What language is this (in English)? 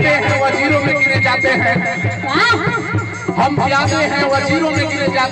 Bhojpuri